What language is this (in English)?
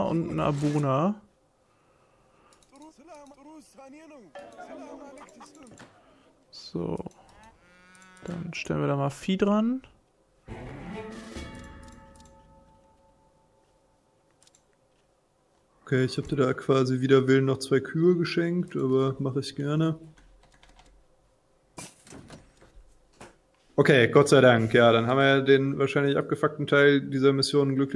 German